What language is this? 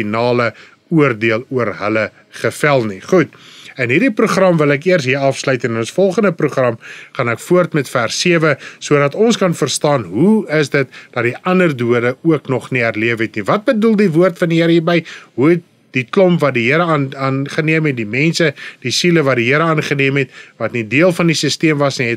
Afrikaans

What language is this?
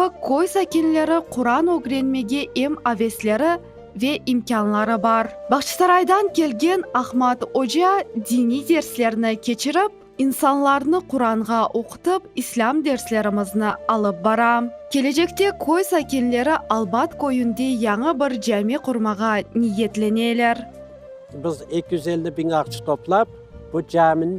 Crimean Tatar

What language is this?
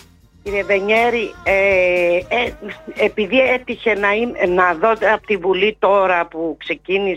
Greek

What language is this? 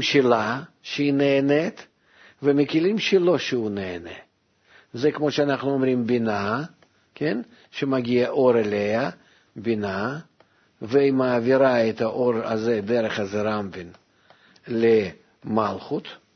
Hebrew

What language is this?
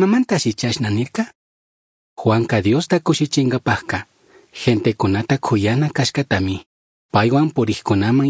Chimborazo Highland Quichua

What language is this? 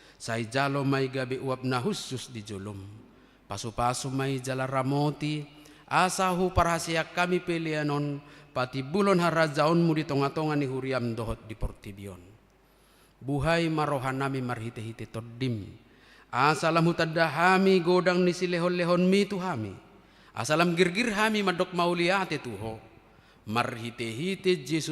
Batak Toba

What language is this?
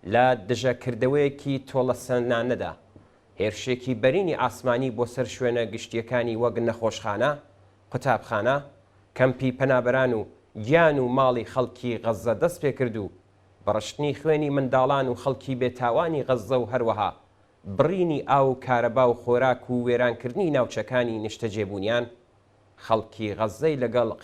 Central Kurdish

